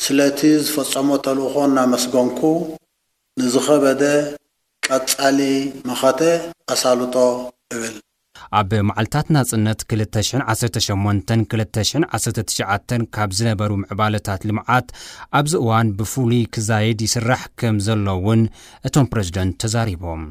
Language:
Tigrinya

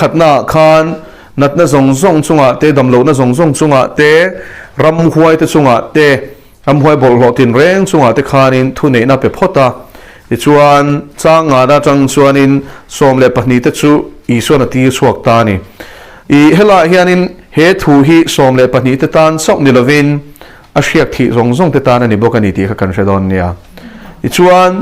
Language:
Mizo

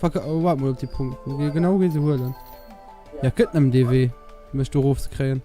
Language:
Luxembourgish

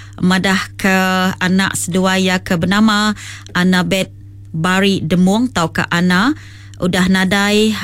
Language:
Iban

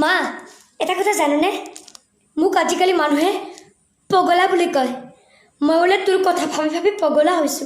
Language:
Assamese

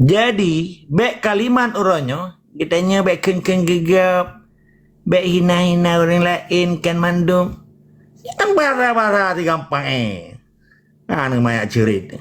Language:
Achinese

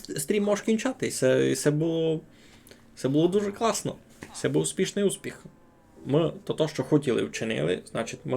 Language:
Rusyn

